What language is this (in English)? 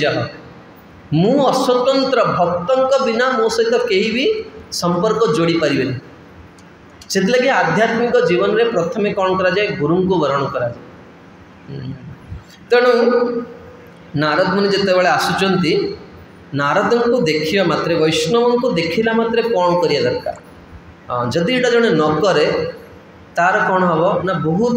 Odia